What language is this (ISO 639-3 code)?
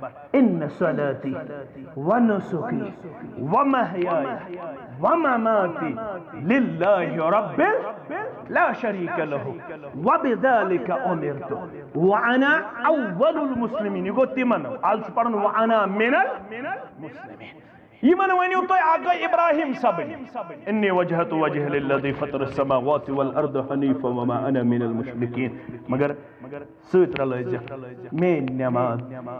kas